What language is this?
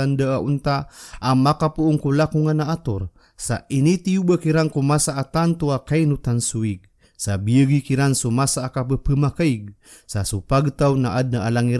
Maranao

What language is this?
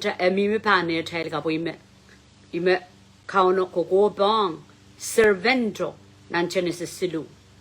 Pohnpeian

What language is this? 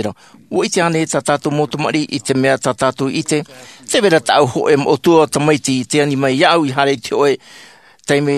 Tahitian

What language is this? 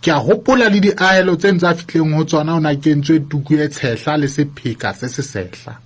Southern Sotho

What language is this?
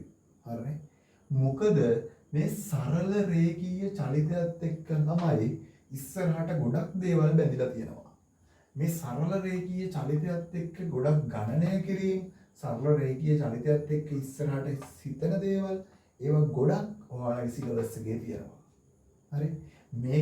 Sinhala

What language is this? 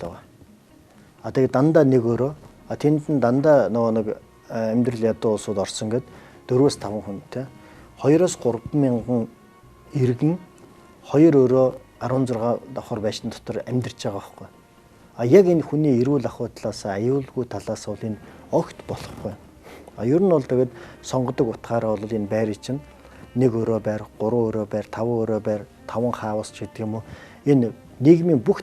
Mongolian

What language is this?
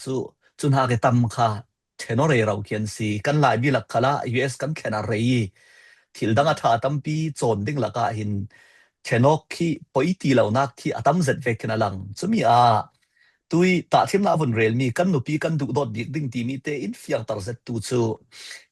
Falam Chin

